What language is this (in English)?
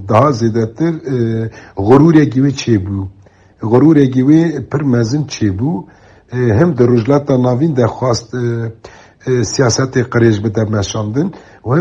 Kurdish